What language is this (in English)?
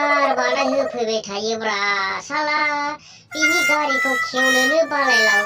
Bodo